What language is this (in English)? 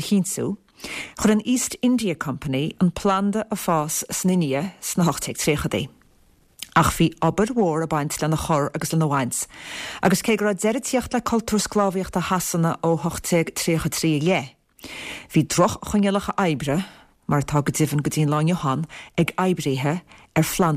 Irish